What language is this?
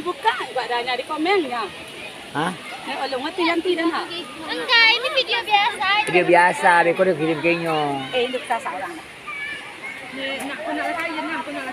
Minangkabau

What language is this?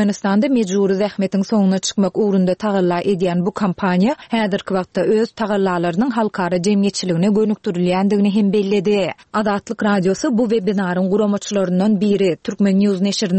Turkmen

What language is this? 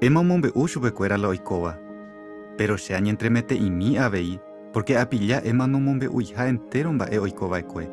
Guarani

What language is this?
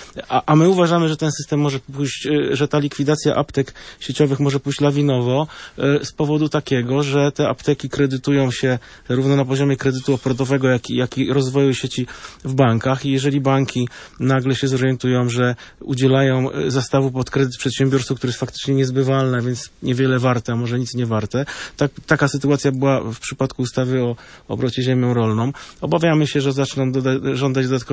Polish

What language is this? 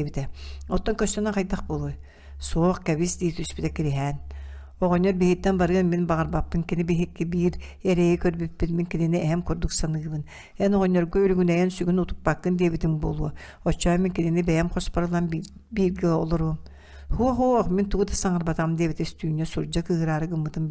Yakut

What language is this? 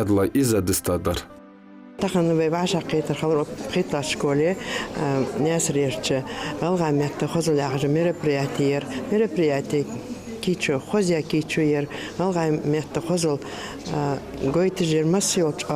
Ingush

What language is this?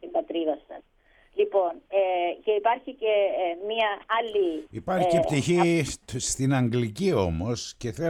Greek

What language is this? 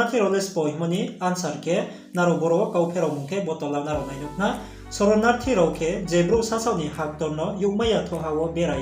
Riang (India)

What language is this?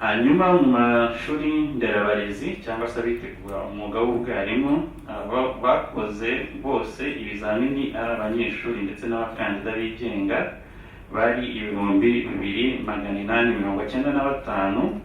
Kinyarwanda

